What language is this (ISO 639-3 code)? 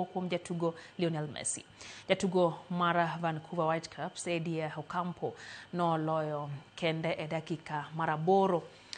luo